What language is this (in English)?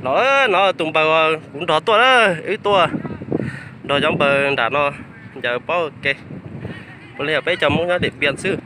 Hmong